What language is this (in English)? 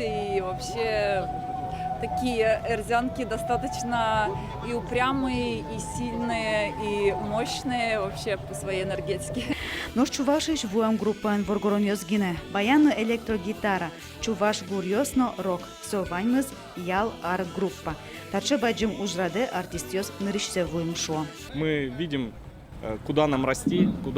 Udmurt